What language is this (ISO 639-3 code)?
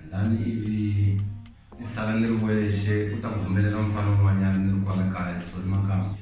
tso